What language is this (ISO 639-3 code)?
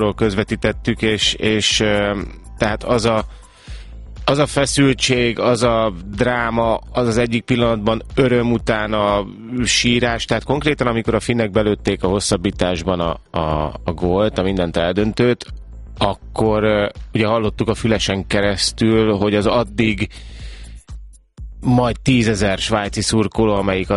hun